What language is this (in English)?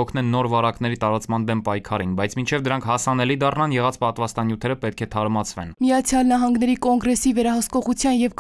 Armenian